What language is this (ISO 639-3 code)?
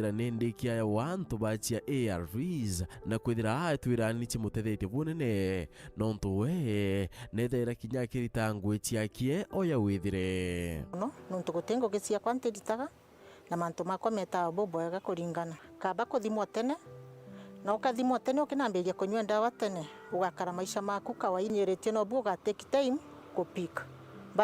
mer